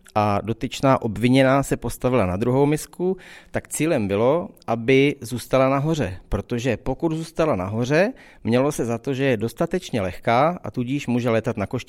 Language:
Czech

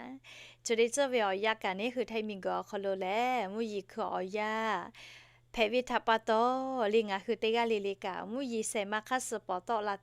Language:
Lahu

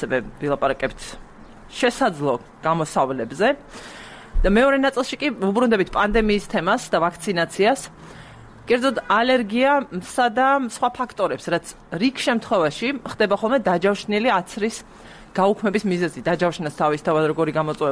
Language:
Georgian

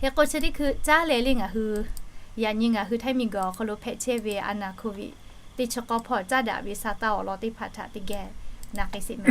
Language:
Lahu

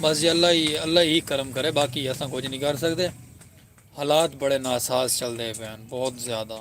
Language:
Saraiki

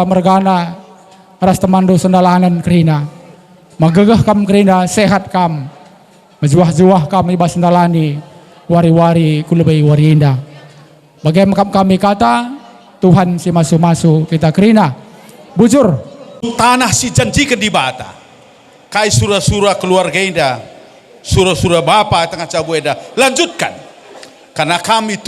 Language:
Batak Karo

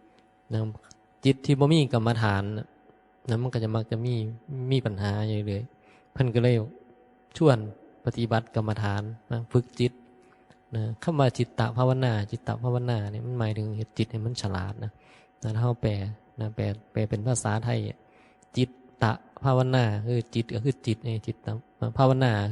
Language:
Northeastern Thai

